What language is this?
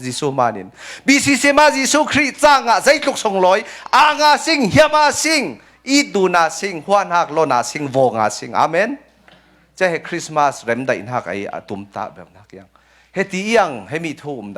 Falam Chin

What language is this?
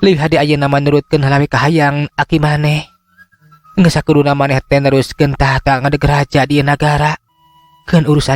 Sundanese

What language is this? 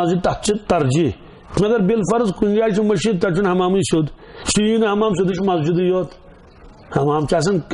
Kashmiri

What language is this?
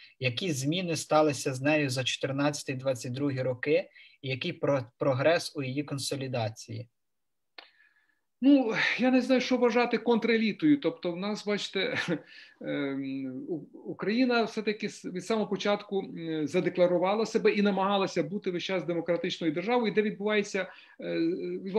Ukrainian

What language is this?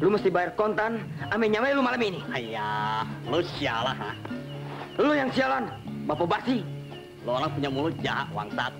Betawi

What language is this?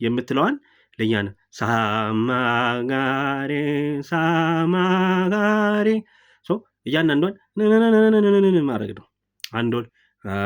Amharic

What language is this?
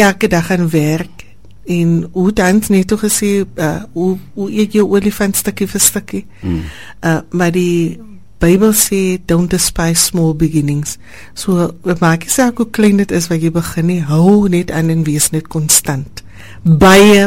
Afrikaans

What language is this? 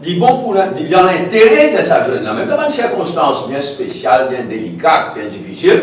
Morisyen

